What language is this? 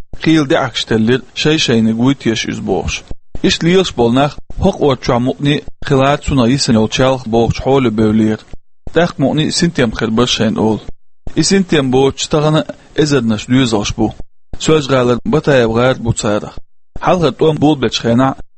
Chechen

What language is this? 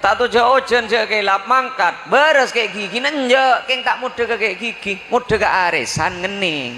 Madurese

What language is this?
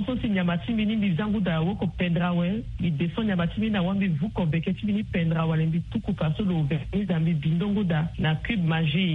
Sango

